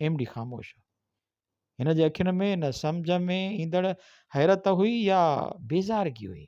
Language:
Sindhi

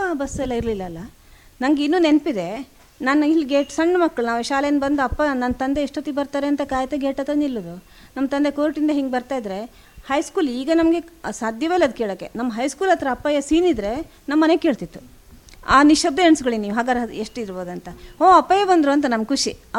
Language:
Kannada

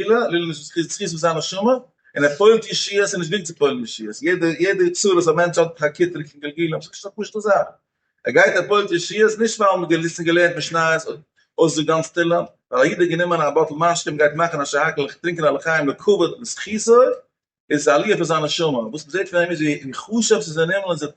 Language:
Yiddish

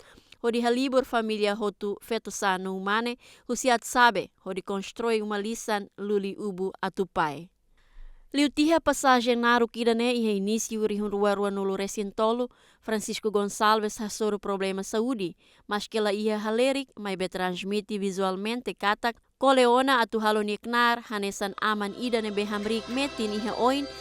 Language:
Tetum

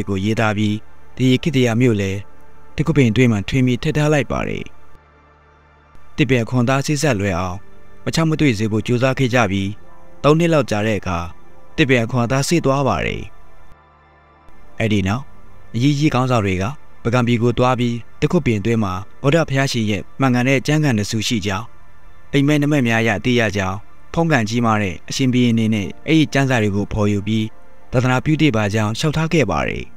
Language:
Burmese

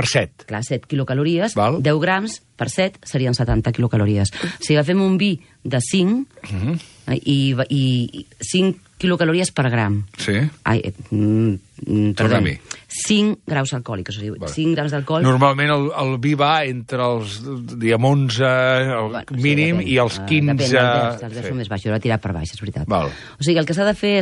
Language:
Catalan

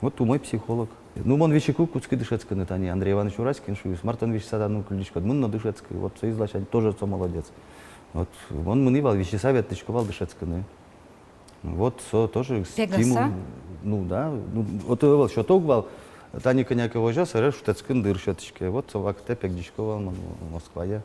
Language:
Udmurt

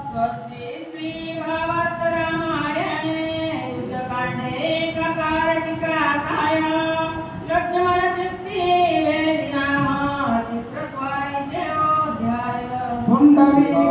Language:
Marathi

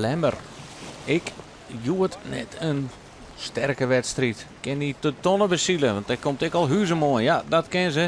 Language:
Western Frisian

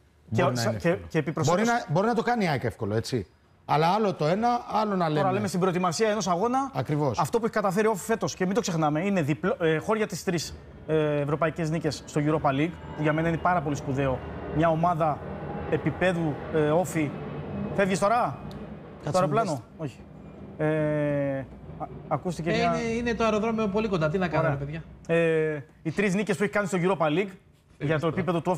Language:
Greek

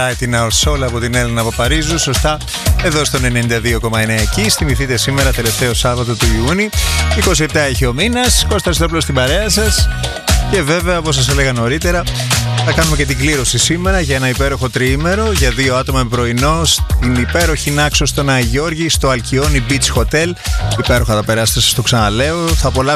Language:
Greek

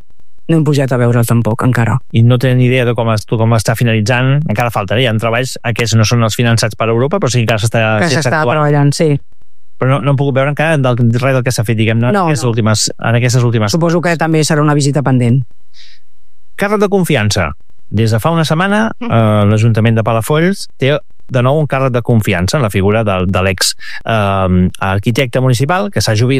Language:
Catalan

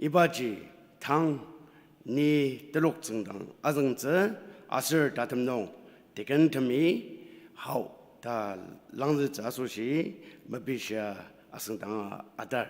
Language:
Ao Naga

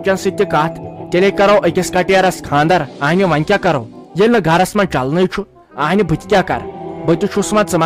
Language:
Kashmiri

